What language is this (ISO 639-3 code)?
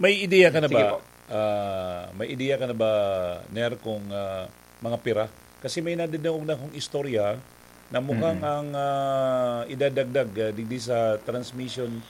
bik